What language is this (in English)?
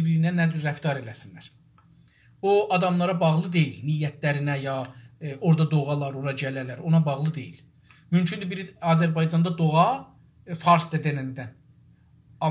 South Azerbaijani